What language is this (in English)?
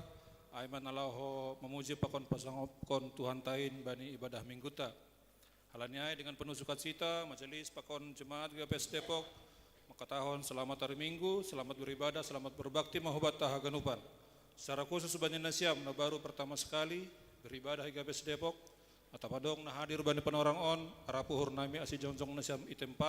Batak Simalungun